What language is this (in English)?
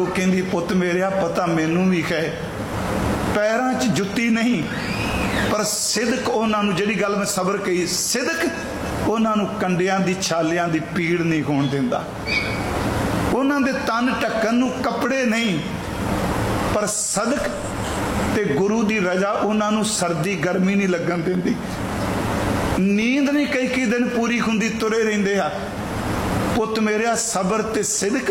Punjabi